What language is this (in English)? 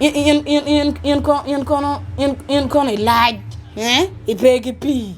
Acoli